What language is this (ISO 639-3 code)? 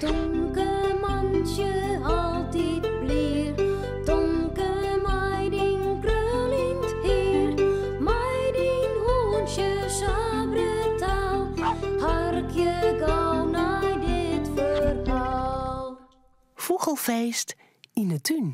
fry